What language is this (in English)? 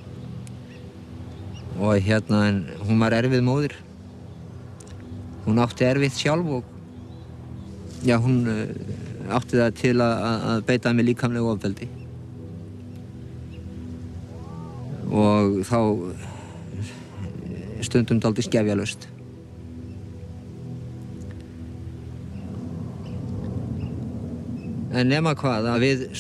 Icelandic